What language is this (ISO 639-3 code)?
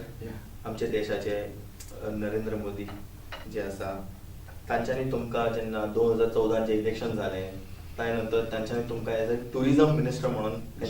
kok